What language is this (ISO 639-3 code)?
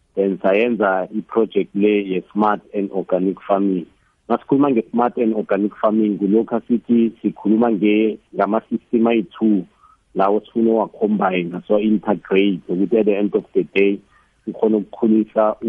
nbl